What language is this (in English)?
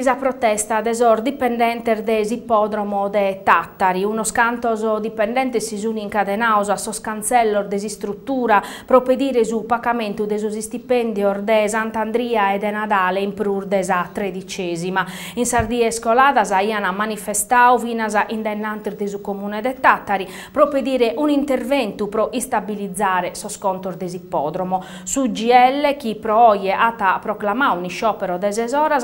Sardinian